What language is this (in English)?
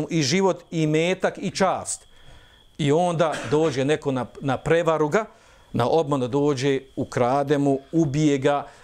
Bosnian